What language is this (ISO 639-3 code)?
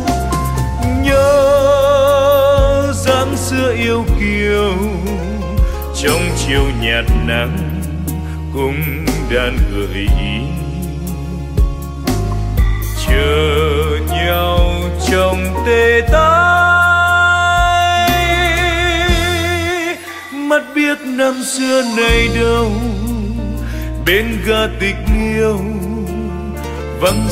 vie